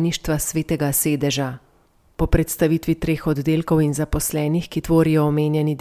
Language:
Slovenian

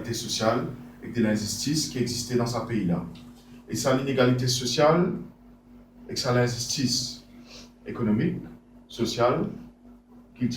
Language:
Morisyen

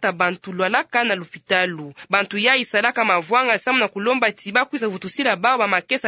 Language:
Kituba (Democratic Republic of Congo)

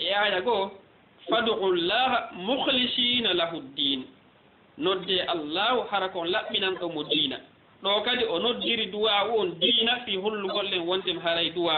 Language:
Fula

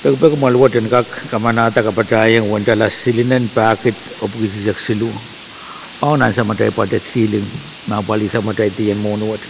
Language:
Pohnpeian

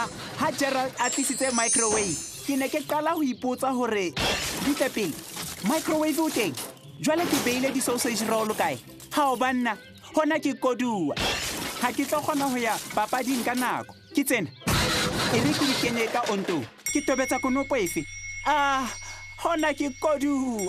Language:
Southern Sotho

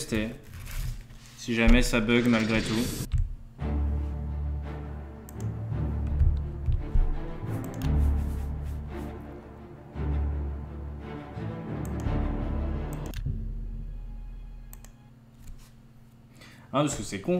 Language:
French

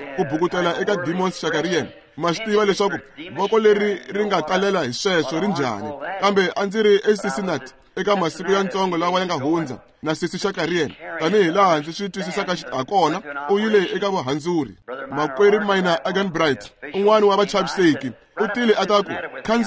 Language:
Tsonga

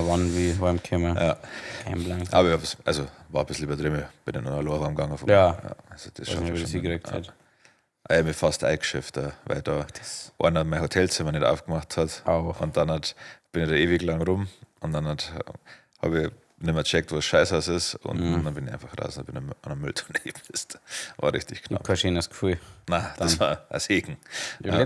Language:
Bavarian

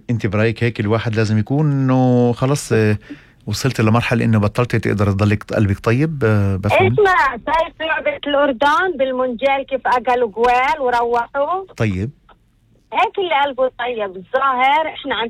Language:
North Levantine Arabic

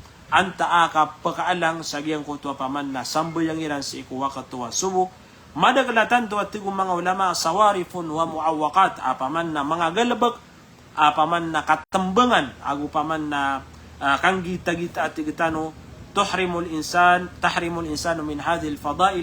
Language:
Maranao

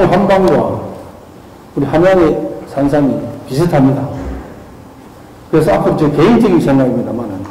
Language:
Korean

